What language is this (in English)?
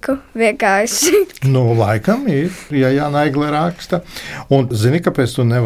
Latvian